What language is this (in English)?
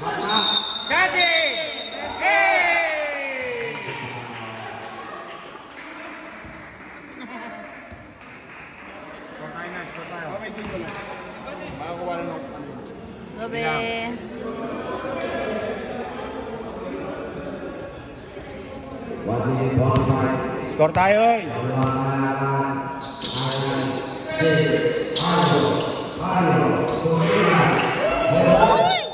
Filipino